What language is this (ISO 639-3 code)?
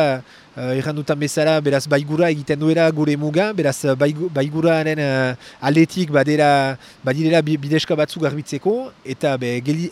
eus